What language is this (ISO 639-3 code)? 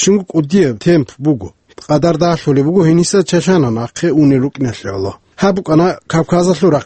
ava